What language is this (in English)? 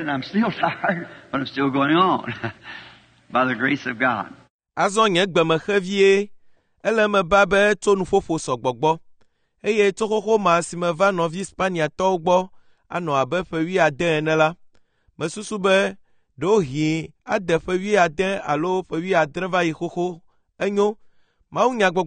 Ewe